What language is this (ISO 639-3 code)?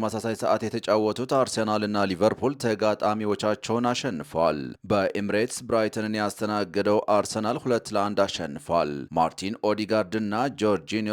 amh